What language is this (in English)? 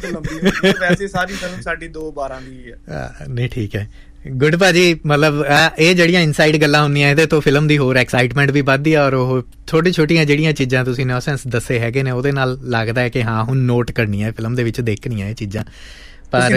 Punjabi